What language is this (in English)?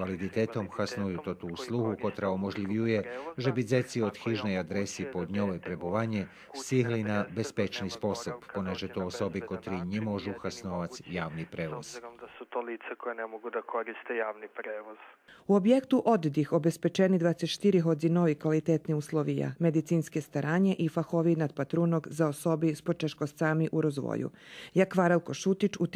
Rusyn